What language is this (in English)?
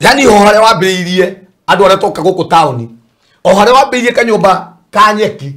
Kikuyu